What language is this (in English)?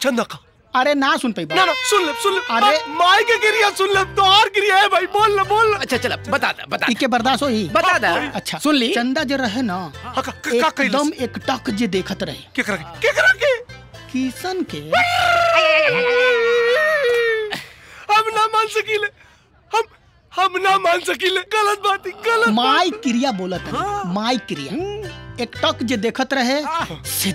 Bhojpuri